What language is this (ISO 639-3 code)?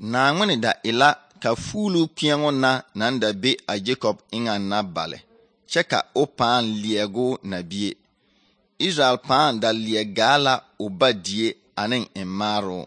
dga